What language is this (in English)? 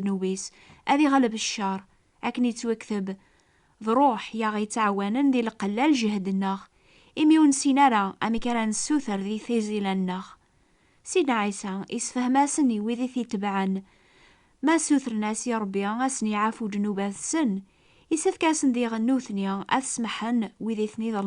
Kabyle